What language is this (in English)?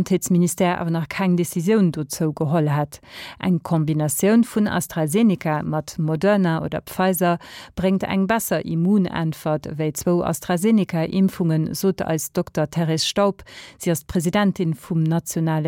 Luxembourgish